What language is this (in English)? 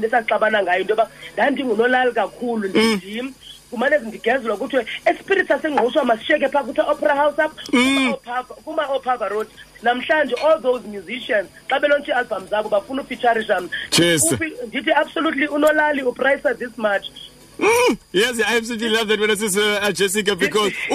Xhosa